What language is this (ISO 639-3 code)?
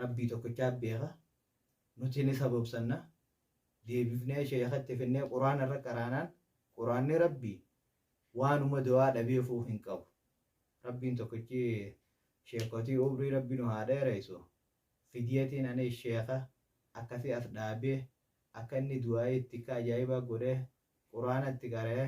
orm